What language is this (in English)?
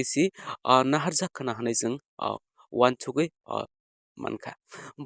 Kok Borok